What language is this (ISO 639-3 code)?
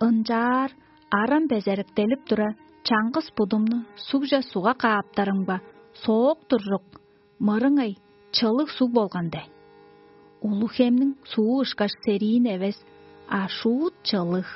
tyv